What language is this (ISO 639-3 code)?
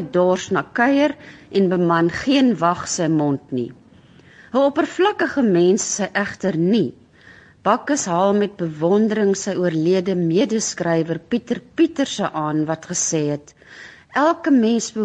afr